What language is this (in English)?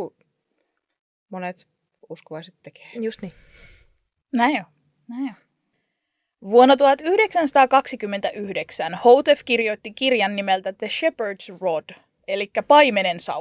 Finnish